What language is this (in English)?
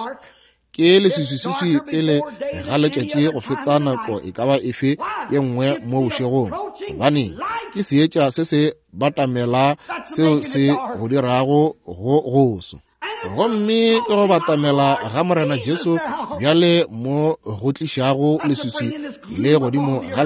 Northern Sotho